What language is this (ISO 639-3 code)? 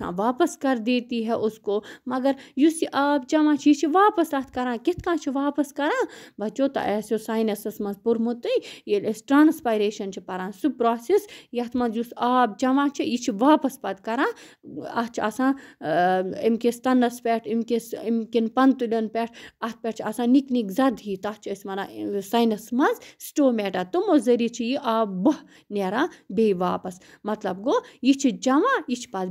kas